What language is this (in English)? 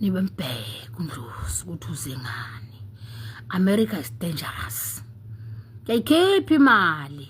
Zulu